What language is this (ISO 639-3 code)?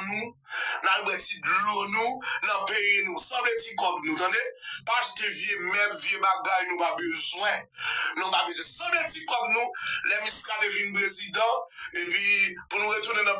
hat